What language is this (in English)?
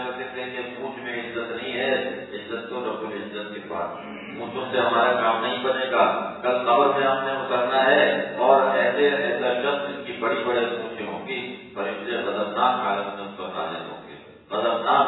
Urdu